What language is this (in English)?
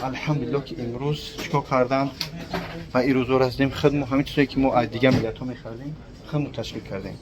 Tajik